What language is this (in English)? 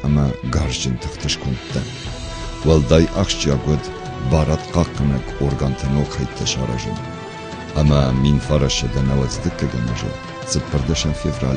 Ossetic